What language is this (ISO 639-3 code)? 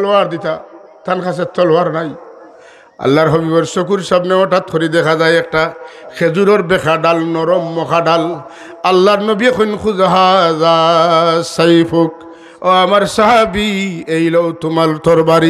syl